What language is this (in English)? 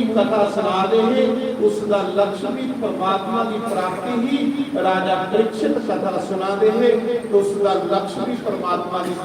Dogri